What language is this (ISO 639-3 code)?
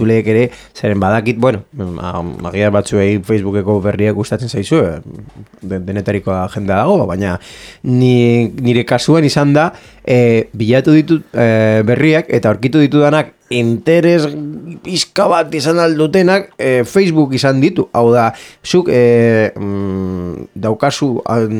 eus